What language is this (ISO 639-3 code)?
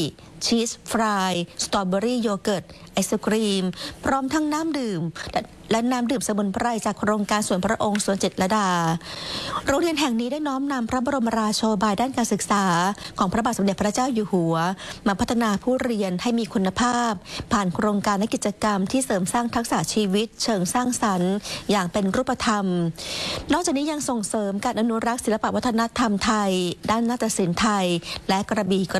tha